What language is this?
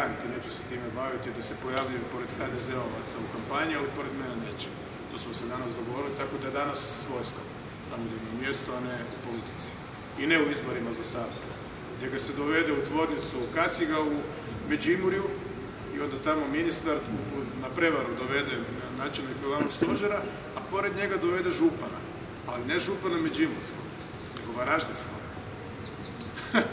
Croatian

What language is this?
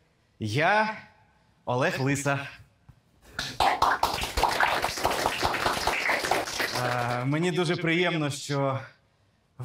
Ukrainian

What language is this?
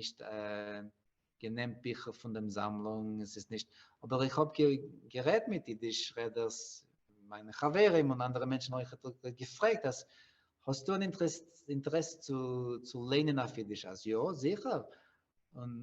Yiddish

